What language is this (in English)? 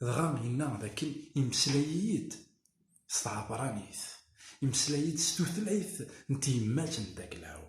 Kabyle